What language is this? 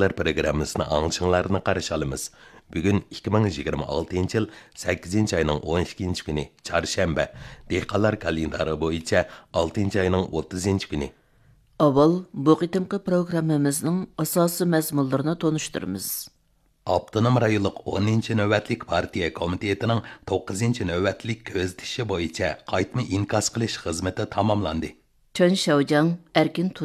Uyghur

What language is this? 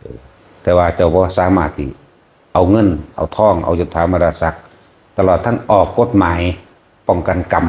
Northeastern Thai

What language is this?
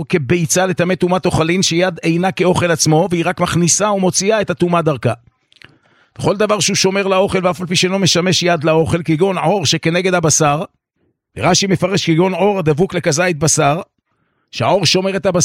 Hebrew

